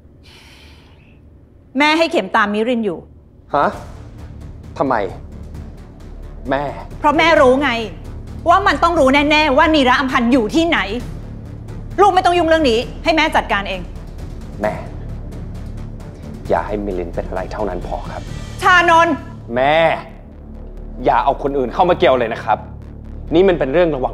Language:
Thai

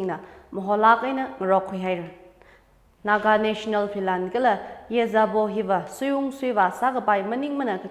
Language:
Tangkhul Naga (India)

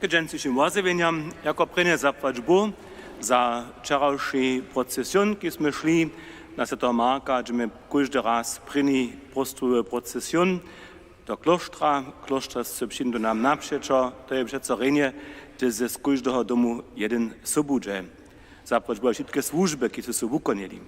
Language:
Upper Sorbian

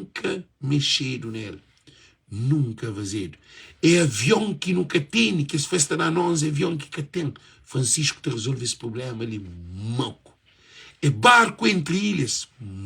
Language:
Kabuverdianu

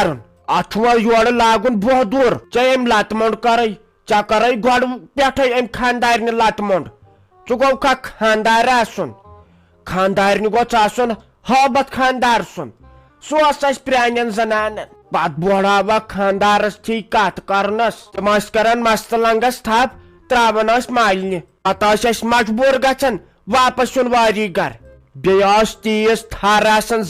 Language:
Kashmiri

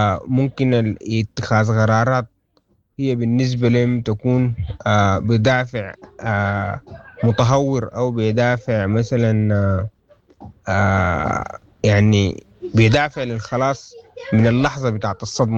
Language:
Sudanese Arabic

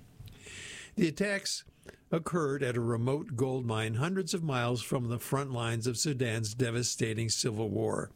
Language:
English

